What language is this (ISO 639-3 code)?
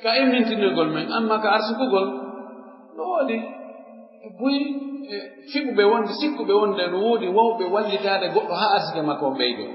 fuf